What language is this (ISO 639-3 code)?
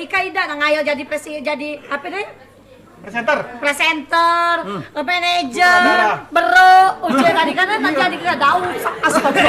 mui